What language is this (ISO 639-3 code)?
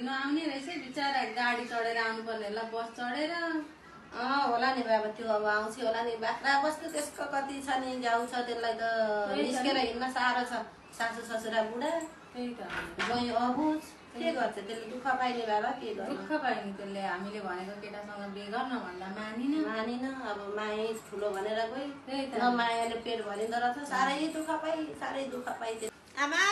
nep